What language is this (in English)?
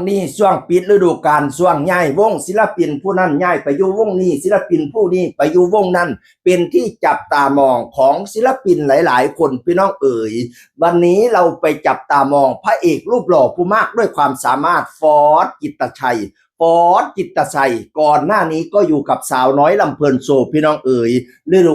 Northeastern Thai